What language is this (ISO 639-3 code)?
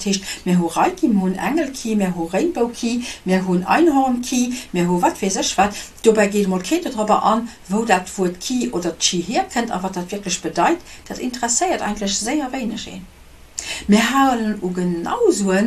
ltz